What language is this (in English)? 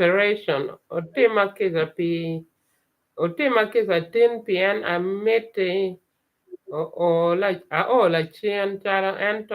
Acoli